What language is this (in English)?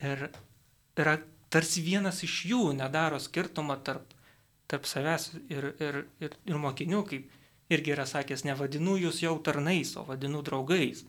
Lithuanian